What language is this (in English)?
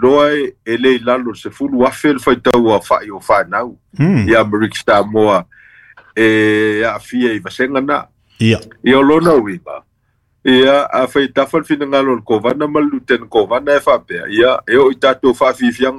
Samoan